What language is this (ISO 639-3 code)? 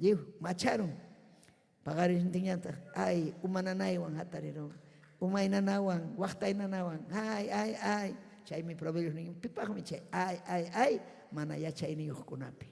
quy